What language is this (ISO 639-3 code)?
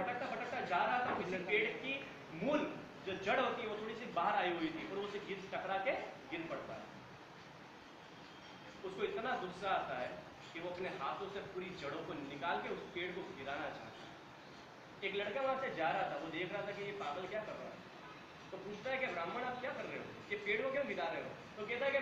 hin